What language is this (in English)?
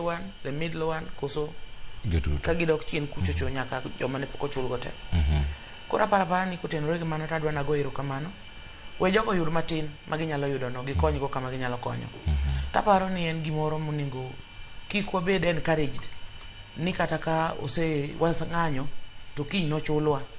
Luo (Kenya and Tanzania)